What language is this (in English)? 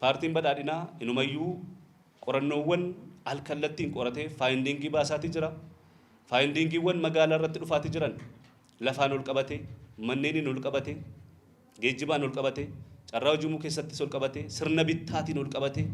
Oromo